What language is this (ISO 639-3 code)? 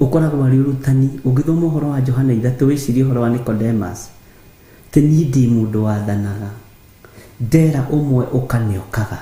kik